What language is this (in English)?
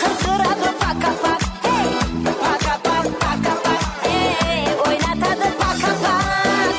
Kara-Kalpak